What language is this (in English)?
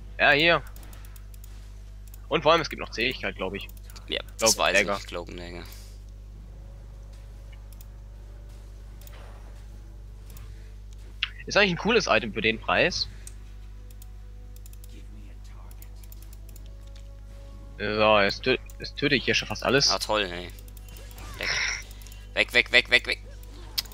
German